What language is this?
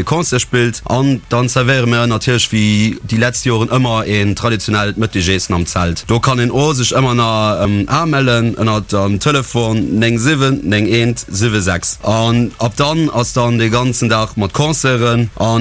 Luxembourgish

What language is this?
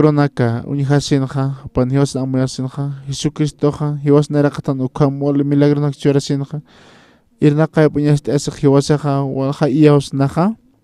Aymara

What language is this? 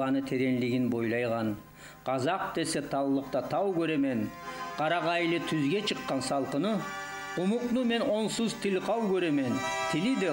Kumyk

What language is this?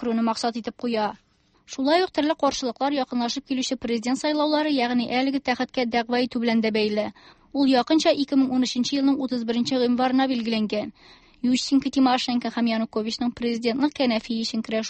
Tatar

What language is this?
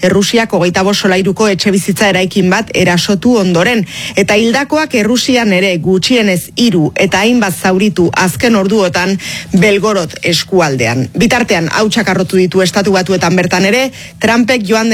Basque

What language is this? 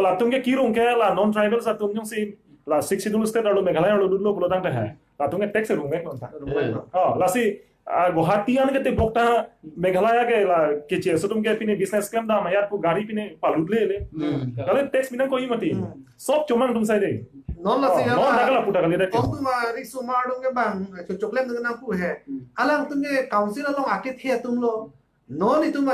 Karbi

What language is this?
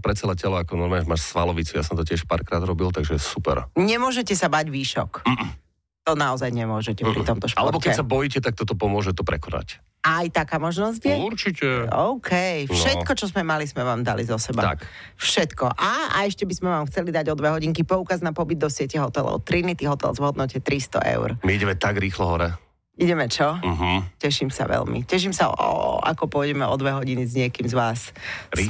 Slovak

